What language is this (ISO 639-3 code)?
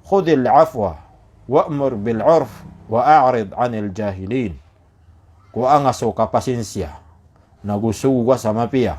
mrw